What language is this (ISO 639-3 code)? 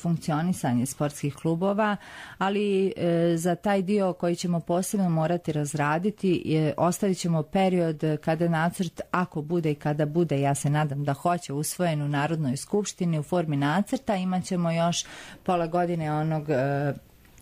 bos